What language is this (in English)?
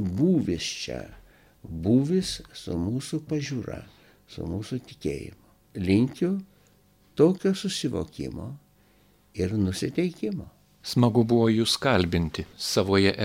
Lithuanian